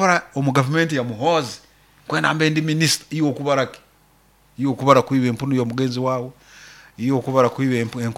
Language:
Nyoro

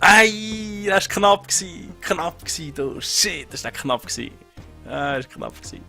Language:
Swiss German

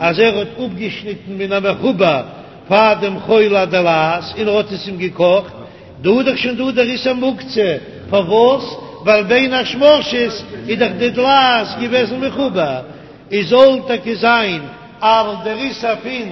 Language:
Yiddish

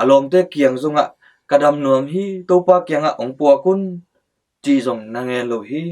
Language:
Tedim Chin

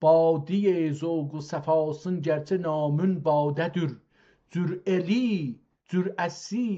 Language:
South Azerbaijani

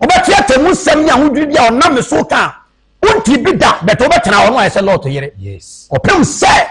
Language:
Akan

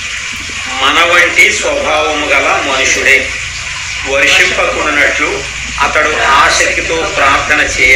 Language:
Telugu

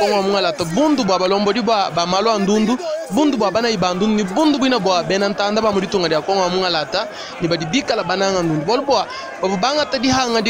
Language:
Luba-Lulua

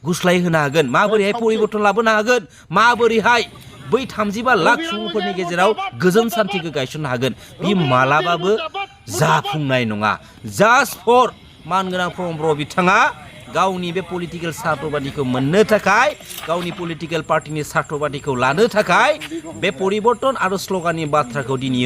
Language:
Bodo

